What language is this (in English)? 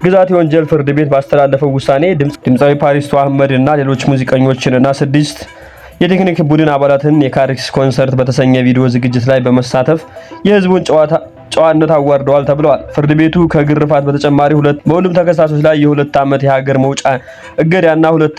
Amharic